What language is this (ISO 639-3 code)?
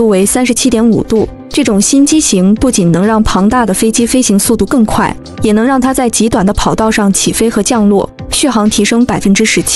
zho